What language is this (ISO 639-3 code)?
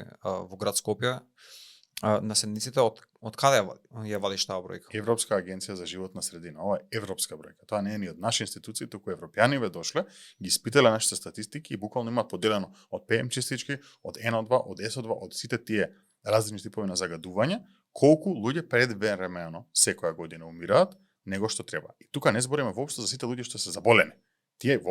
mkd